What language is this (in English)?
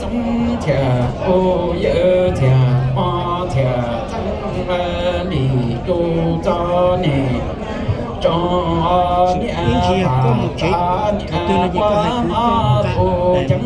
Hmong